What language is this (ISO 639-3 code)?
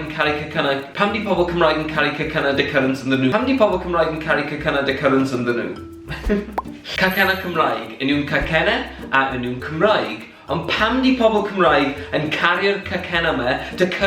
cym